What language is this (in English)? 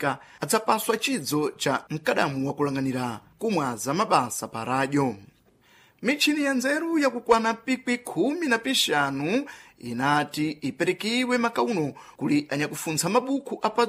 Sena